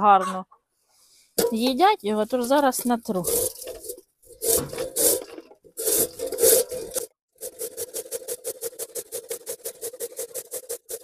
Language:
Ukrainian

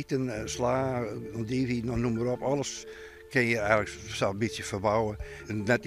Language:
Western Frisian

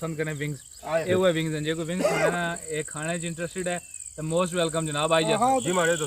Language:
Pahari-Potwari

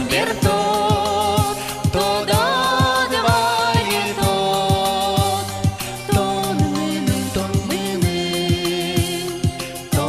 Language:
Udmurt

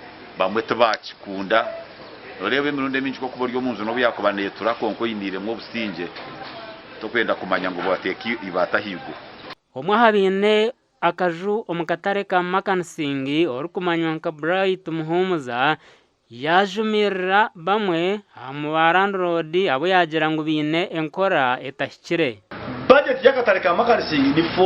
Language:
Nyankole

